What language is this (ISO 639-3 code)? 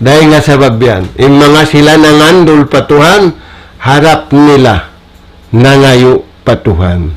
tsg